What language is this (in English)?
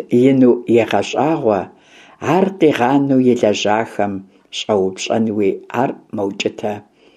Kabardian